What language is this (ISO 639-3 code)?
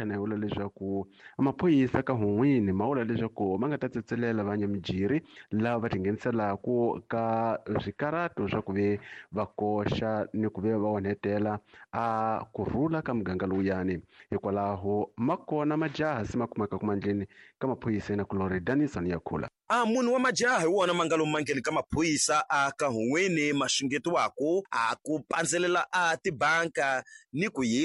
tso